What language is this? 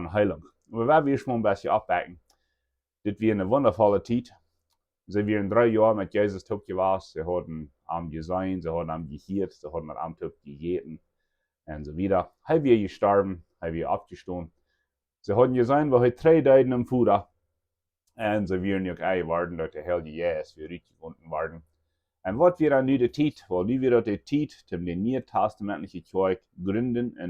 Plautdietsch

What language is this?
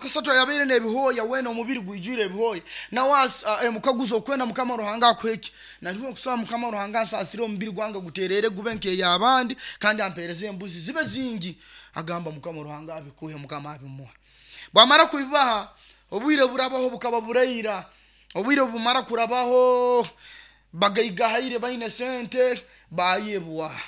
Nyoro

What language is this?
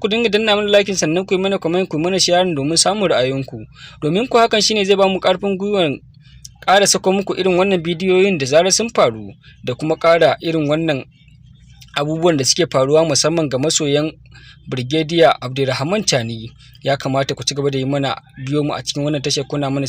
Hausa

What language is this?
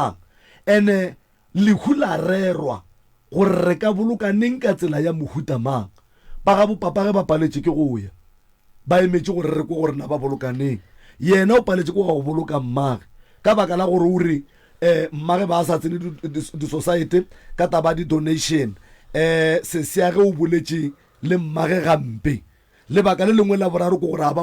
Northern Sotho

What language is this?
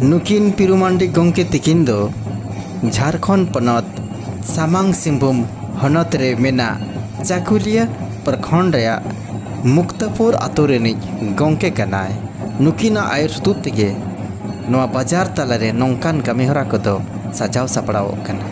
Santali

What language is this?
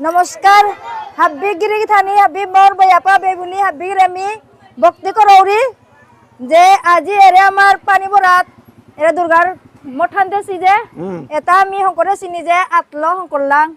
Bishnupriya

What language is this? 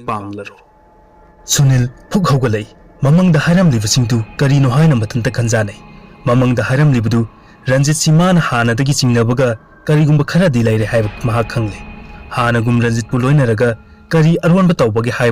Manipuri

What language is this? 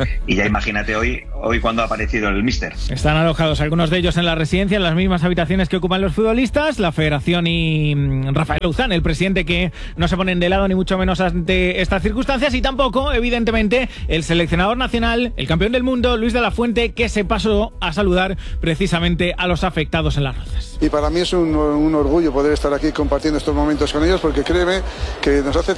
Spanish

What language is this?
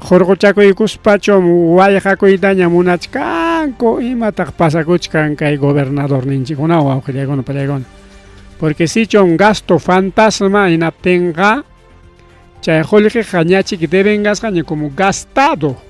Ayacucho Quechua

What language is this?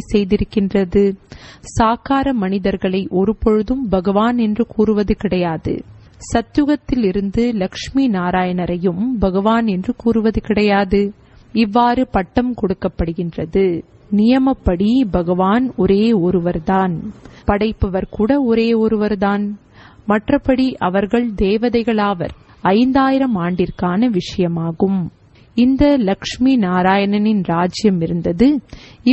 Tamil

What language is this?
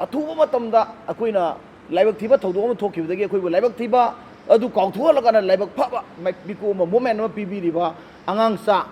Manipuri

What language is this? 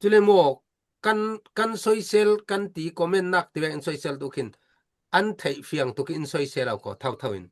Falam Chin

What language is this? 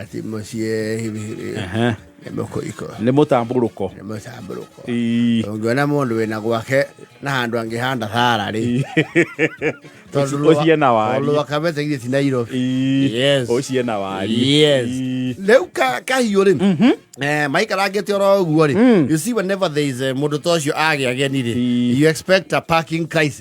Kikuyu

